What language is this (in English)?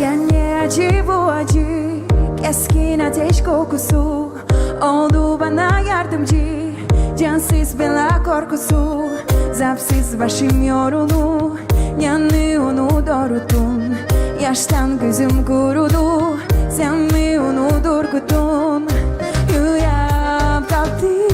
Gagauz